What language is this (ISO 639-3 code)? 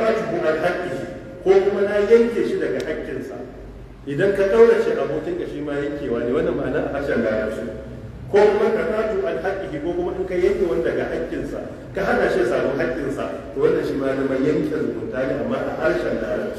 hau